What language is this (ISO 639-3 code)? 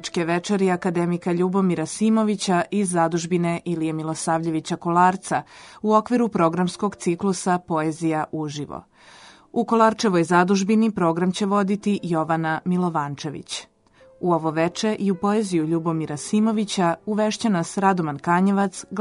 srp